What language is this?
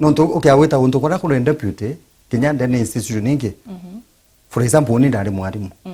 Meru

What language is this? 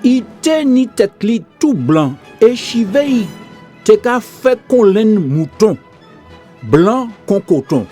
Guadeloupean Creole French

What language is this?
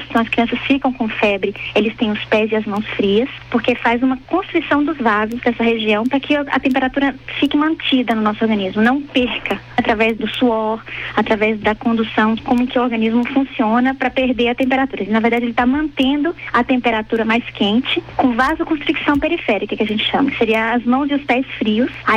Portuguese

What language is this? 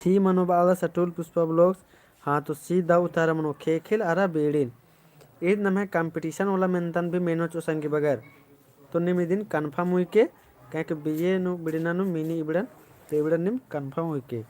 Kurukh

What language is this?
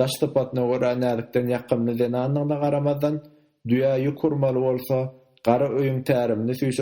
Turkmen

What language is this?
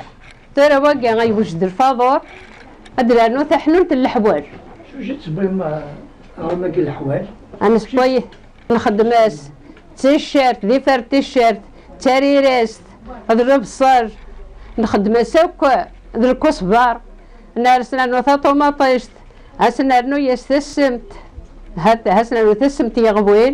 Kabyle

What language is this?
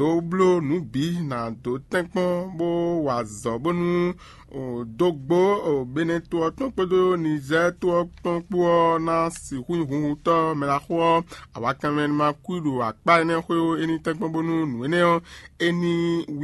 Fon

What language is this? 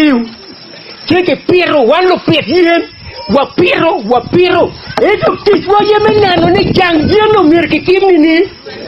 Acoli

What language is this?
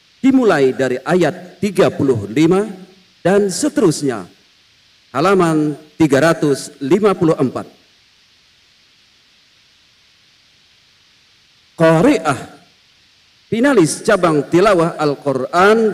Arabic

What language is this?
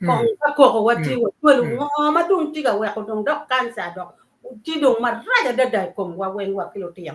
Acoli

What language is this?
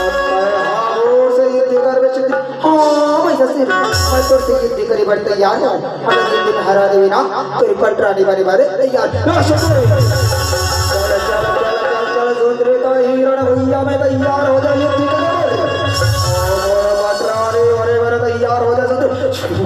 Chhattisgarhi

